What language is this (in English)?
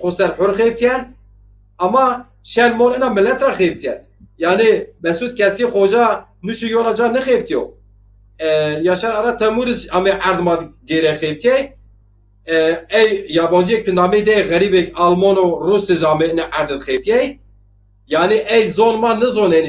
Zaza